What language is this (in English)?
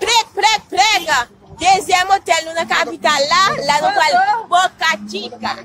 Haitian Creole